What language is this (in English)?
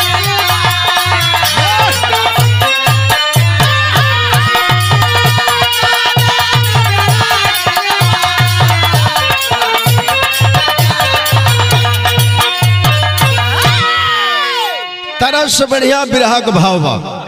Bhojpuri